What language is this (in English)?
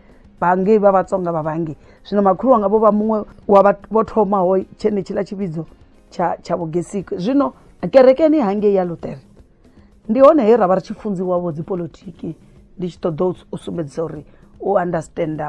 Venda